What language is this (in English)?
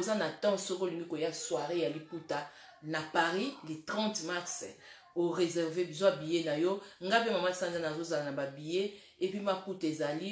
Lingala